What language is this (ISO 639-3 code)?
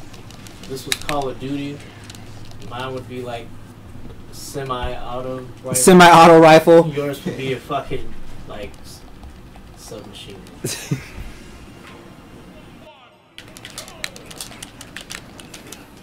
eng